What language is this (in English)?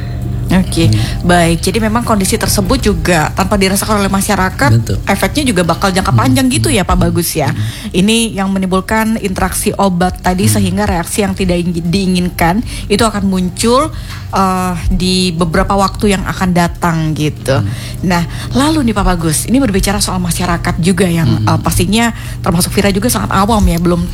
Indonesian